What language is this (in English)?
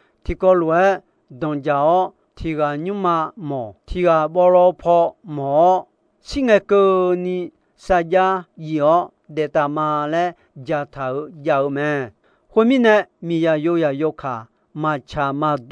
Akha